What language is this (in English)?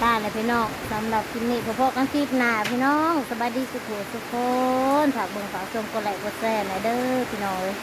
Northeastern Thai